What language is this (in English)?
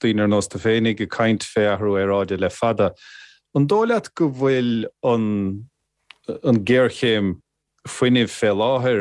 Irish